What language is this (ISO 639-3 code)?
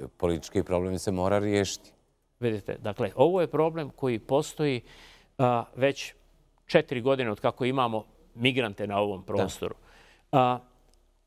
bos